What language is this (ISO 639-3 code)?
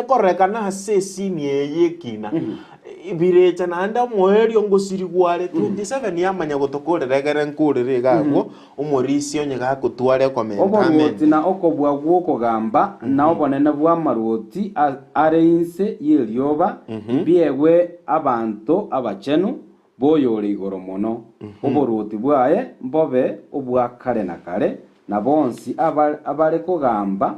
guz